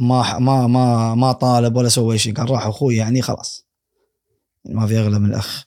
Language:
Gulf Arabic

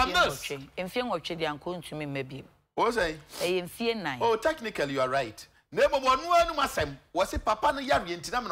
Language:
Akan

